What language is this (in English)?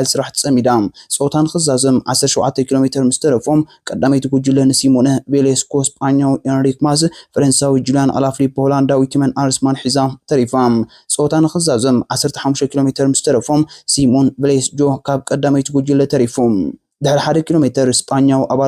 Tigrinya